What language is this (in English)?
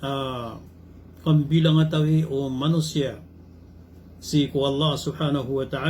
Maranao